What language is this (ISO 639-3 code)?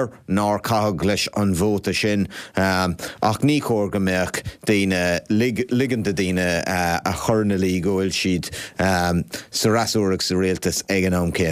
gle